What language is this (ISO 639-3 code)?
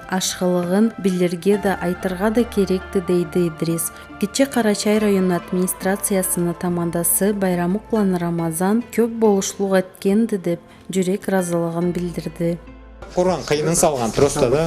krc